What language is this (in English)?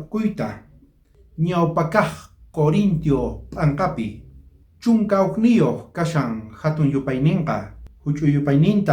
South Bolivian Quechua